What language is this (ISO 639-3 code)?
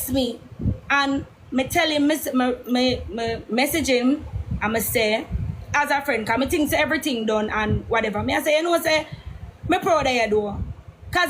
jam